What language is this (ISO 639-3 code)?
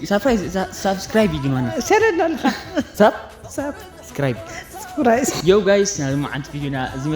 tir